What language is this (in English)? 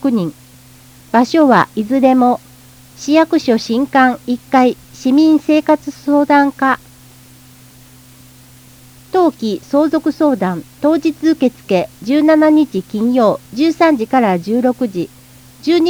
Japanese